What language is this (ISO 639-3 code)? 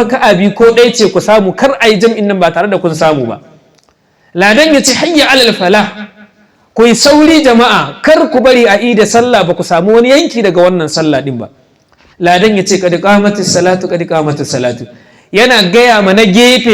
hau